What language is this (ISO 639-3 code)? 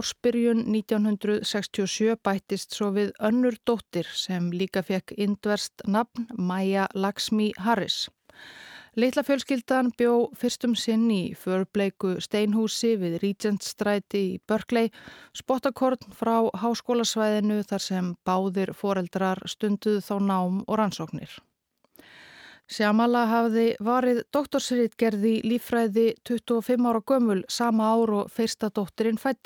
isl